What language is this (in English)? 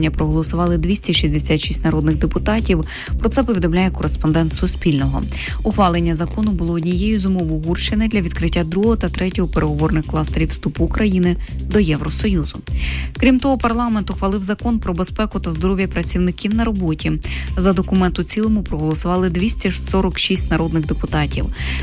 Ukrainian